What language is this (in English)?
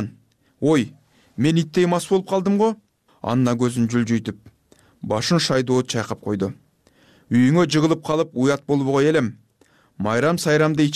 Kyrgyz